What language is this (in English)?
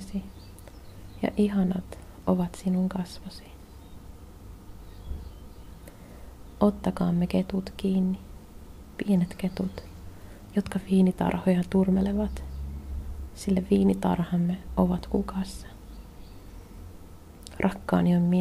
Finnish